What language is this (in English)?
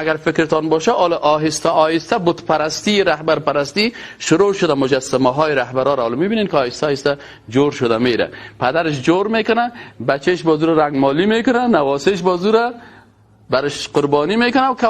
Persian